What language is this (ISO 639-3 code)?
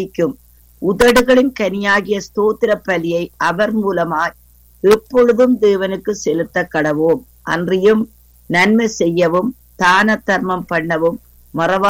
tam